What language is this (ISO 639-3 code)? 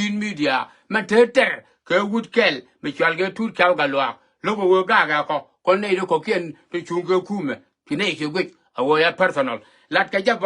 nus